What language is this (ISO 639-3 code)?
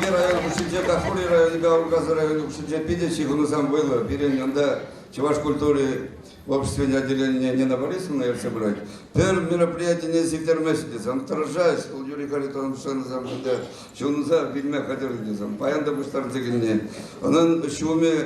chv